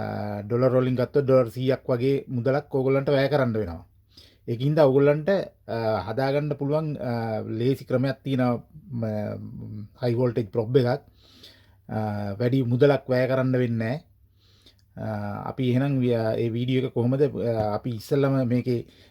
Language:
Sinhala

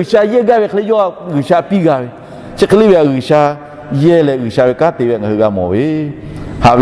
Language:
Lahu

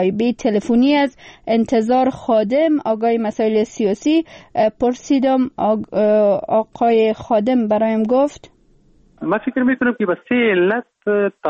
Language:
Persian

